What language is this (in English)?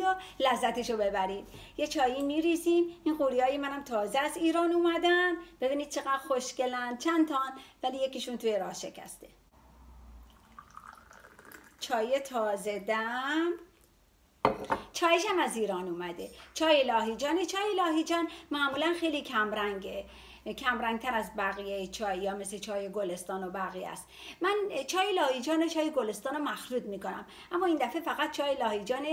Persian